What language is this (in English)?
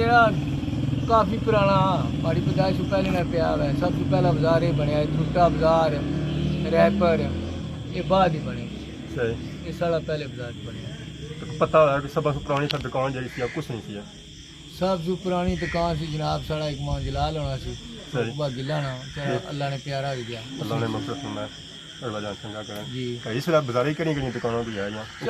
Pahari-Potwari